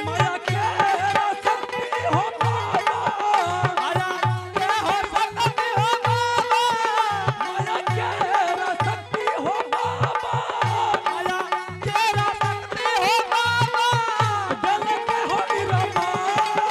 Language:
Angika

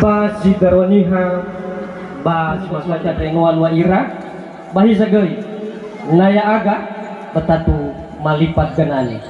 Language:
Nias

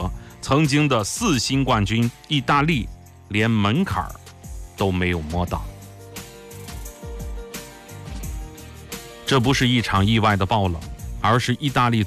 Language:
Chinese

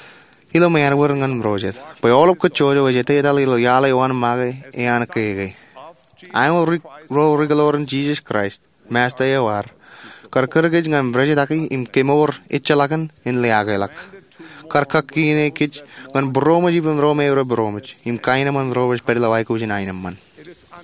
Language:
Marshallese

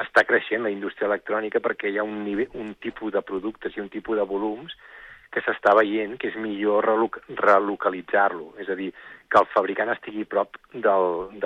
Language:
Catalan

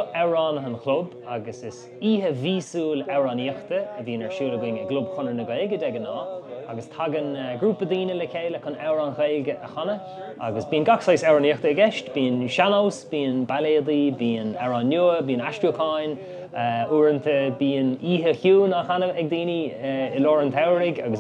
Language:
Irish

